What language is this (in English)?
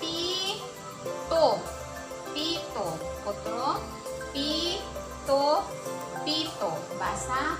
Waray